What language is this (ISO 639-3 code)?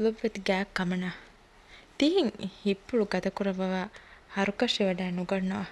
div